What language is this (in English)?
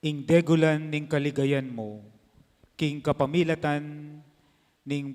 Pampanga